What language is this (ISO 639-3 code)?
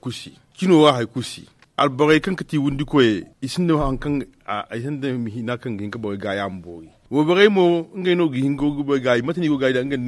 dje